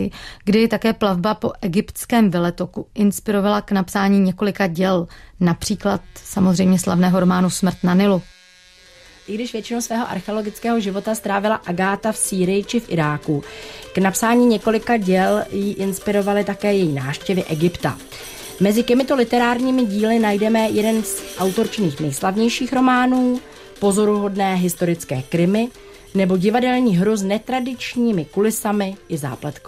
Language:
Czech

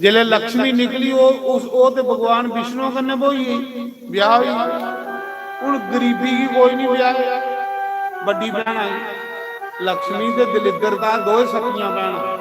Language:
Dogri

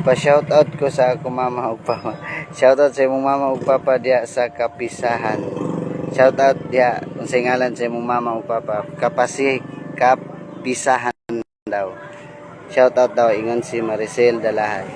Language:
Cebuano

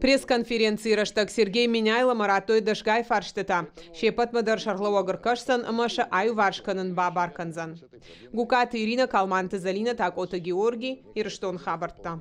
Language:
Ossetic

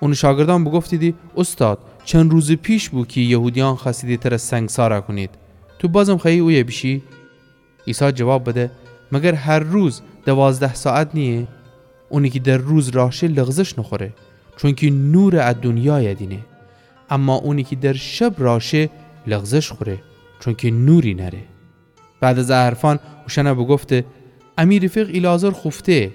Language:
Gilaki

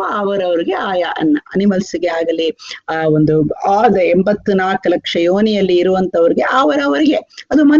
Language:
Kannada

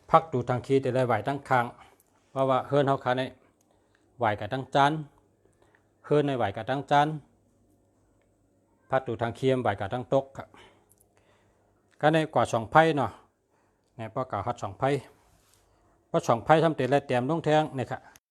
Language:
Shan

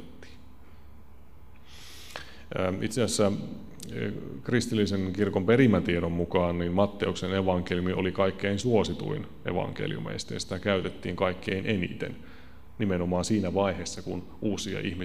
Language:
Finnish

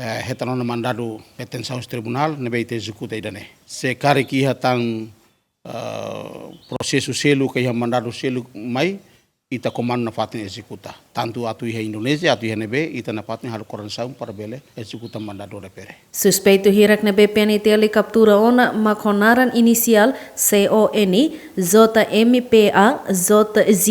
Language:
Tetum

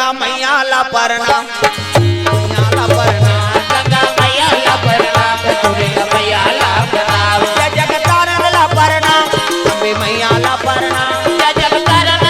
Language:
Chhattisgarhi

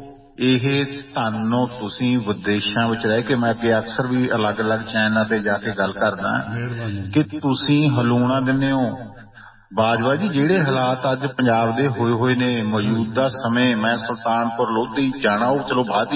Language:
Punjabi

